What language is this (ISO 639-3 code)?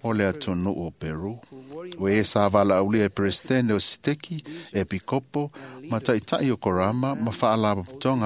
smo